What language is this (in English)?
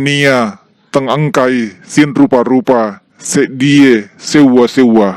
Buginese